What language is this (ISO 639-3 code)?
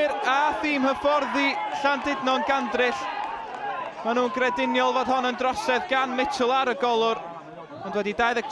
cym